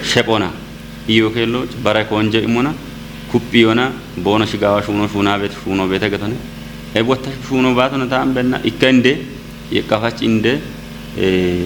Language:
Kafa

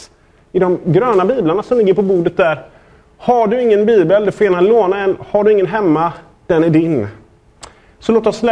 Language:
Swedish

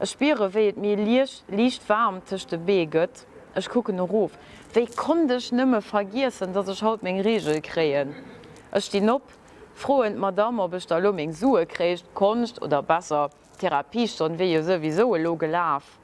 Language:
Luxembourgish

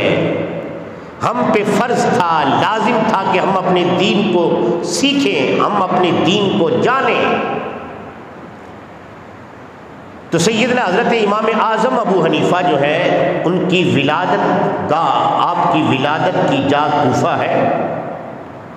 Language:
Urdu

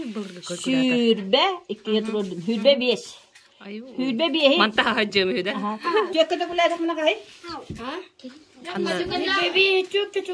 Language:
Yakut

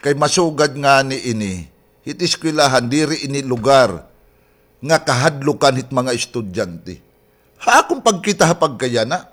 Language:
Waray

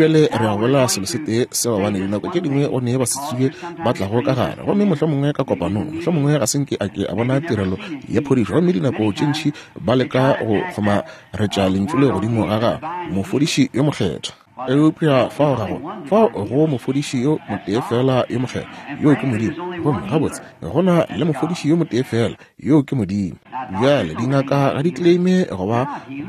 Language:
Northern Sotho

